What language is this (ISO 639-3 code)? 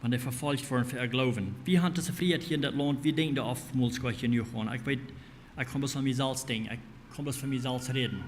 pdt